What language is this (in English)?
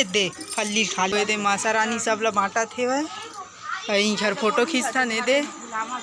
Chhattisgarhi